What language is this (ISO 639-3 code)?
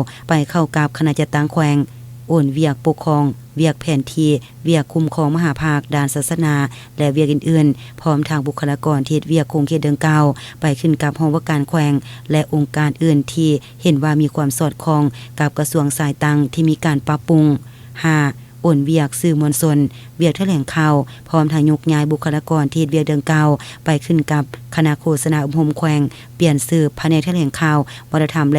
lao